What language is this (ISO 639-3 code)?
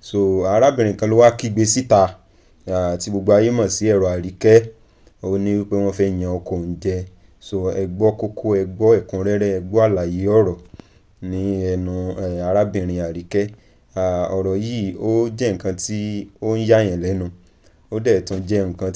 yor